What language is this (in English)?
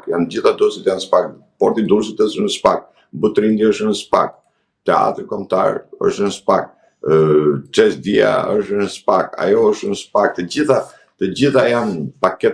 Albanian